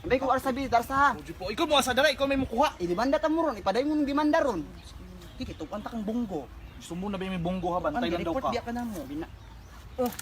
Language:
Cebuano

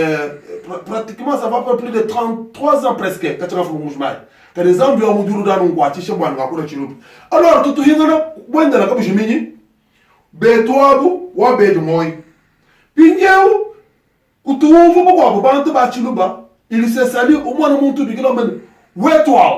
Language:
Luba-Lulua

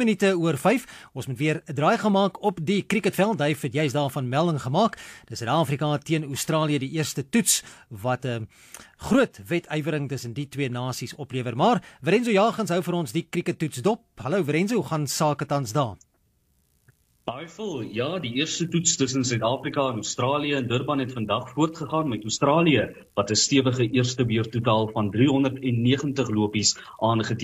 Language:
Afrikaans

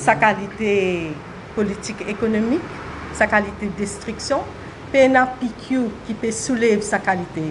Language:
Morisyen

